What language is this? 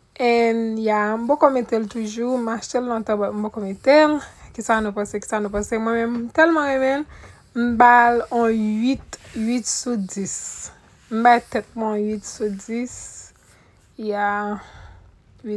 Haitian Creole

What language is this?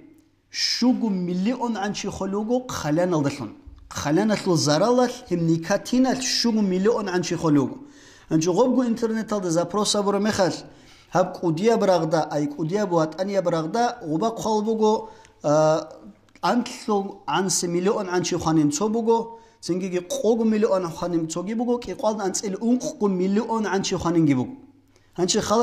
Avaric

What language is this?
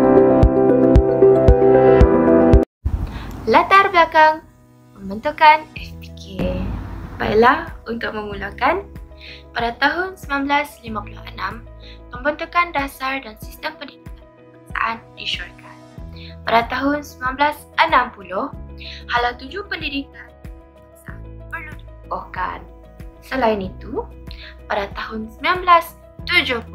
Malay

